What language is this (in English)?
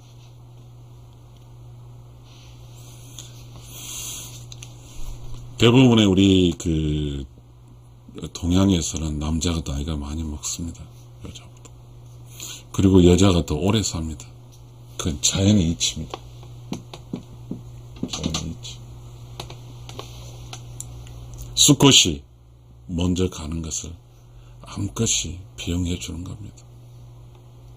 Korean